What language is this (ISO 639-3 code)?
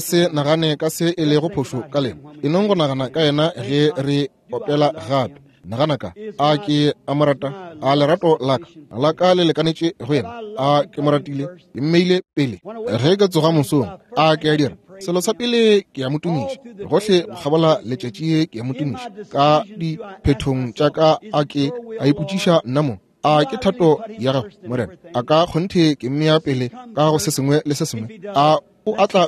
nso